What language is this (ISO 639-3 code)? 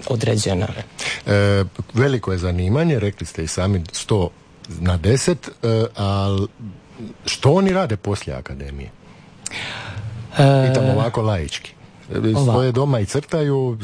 hrv